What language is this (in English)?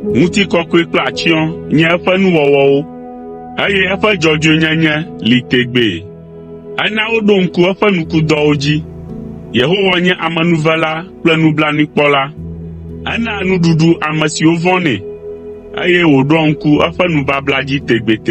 Ewe